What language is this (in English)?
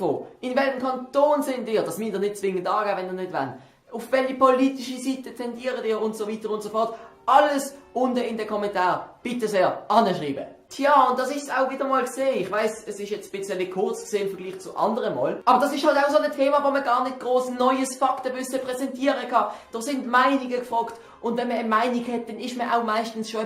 Swiss German